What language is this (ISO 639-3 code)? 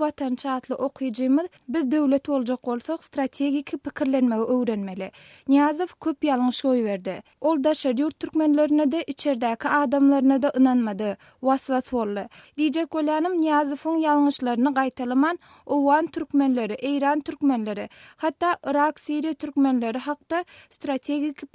tuk